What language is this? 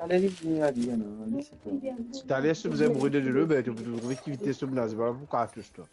Morisyen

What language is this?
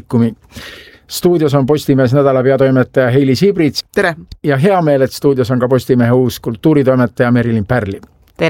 Estonian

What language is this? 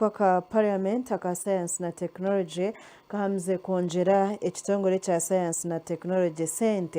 Nyankole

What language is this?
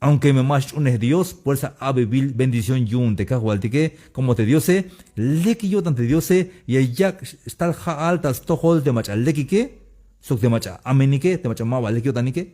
Tzeltal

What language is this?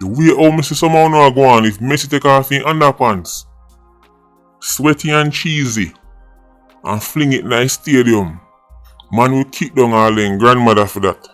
Jamaican Creole English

